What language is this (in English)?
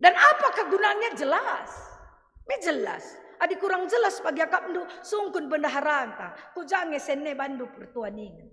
Batak Karo